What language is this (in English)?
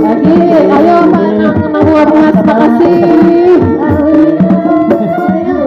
Banjar